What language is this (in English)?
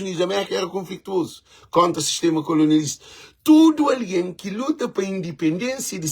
Kabuverdianu